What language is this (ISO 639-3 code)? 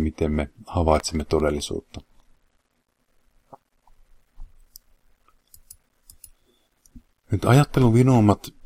fin